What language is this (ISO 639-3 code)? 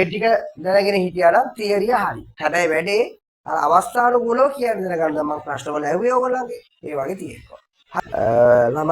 sin